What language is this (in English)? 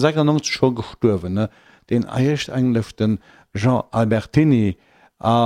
Luxembourgish